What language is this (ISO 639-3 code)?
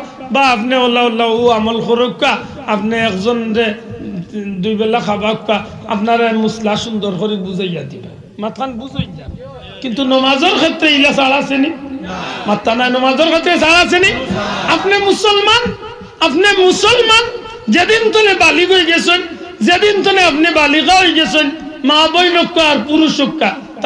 syl